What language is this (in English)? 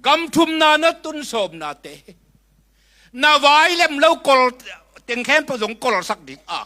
Tedim Chin